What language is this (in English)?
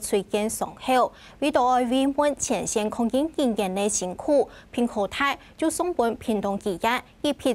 Hakka Chinese